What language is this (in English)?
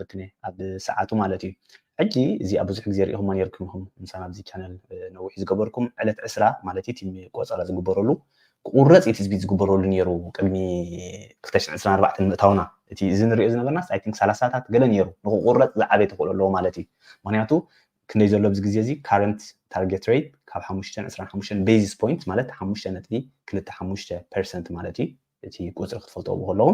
Tigrinya